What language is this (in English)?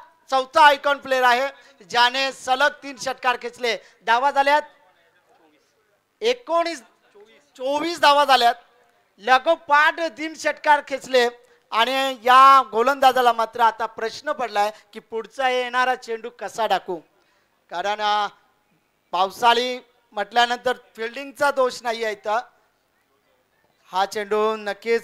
Marathi